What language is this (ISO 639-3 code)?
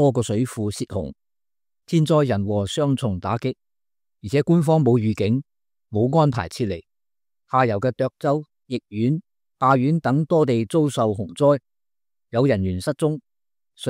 yue